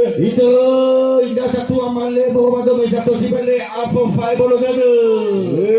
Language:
Nias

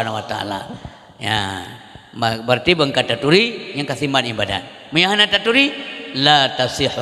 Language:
Achinese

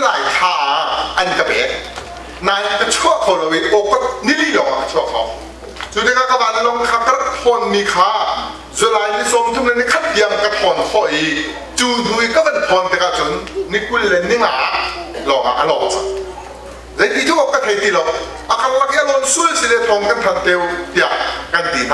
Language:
Hakha Chin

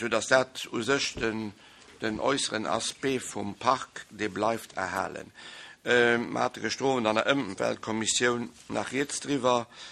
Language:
Luxembourgish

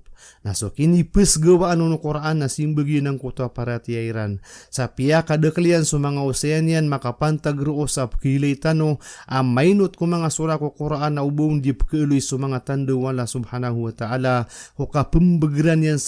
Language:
Maranao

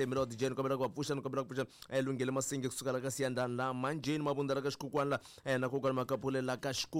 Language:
Tsonga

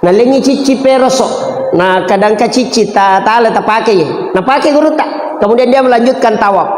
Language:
Buginese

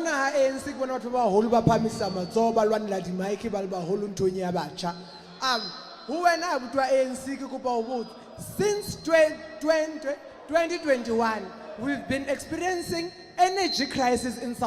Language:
Southern Sotho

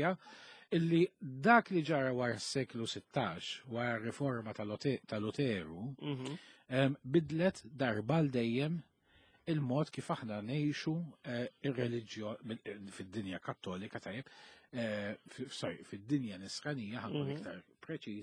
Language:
Maltese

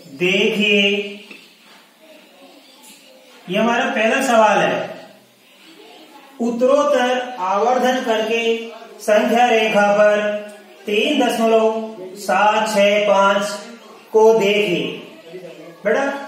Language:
Hindi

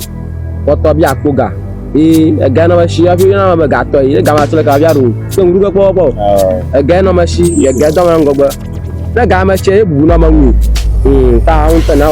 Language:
Ewe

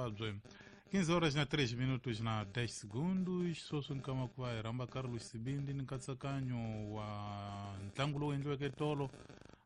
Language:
Tsonga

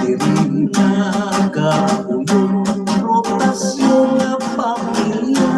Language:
Hiligaynon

